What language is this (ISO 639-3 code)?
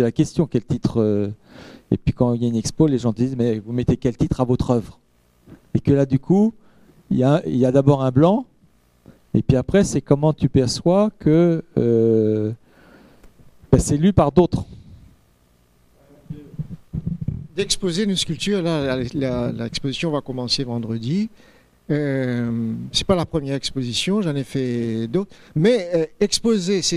fra